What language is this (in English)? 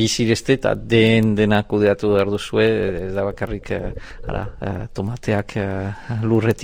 Basque